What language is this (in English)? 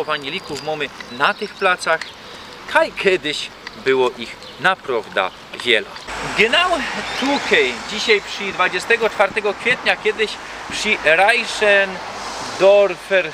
Silesian